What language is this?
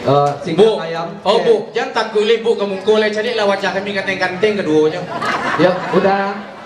Minangkabau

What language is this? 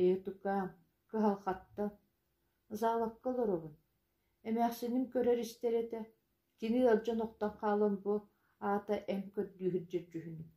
Yakut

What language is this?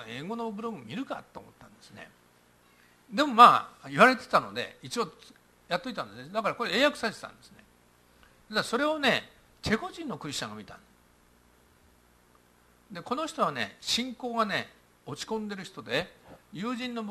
Japanese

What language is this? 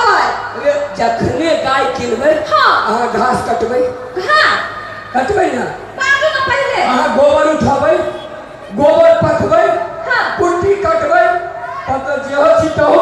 Maithili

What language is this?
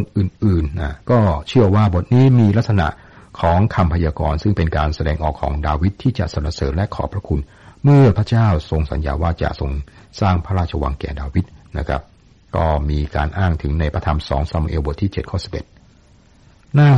Thai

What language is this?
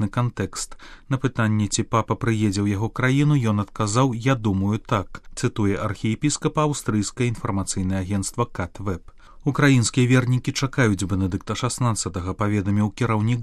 Belarusian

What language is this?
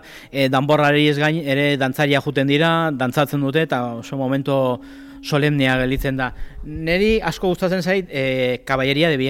Basque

